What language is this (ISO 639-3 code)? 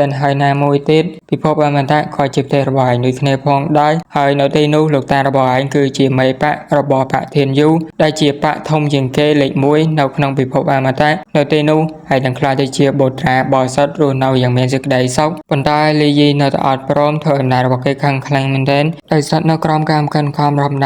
khm